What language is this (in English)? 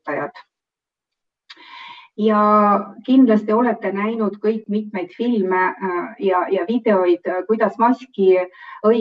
Estonian